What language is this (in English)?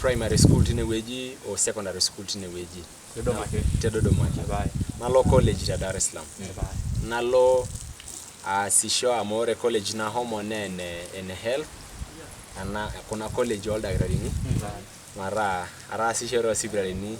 Masai